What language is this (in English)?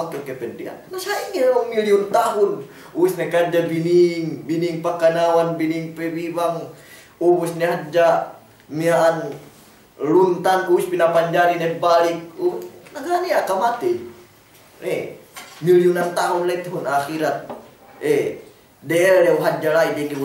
Yakan